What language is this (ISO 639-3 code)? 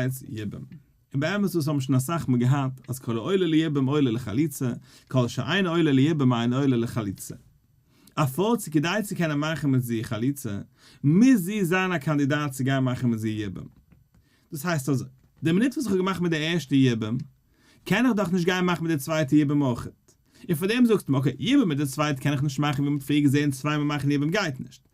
yid